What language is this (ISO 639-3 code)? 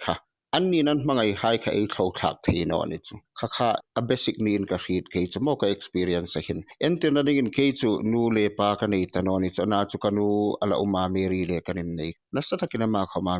hmr